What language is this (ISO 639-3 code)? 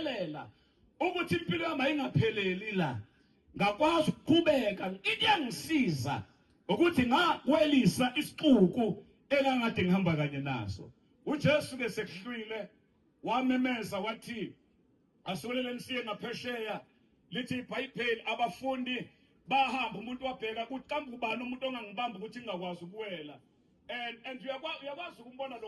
zul